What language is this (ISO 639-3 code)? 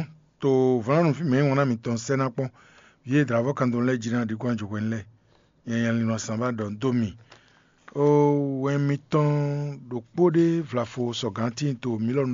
fon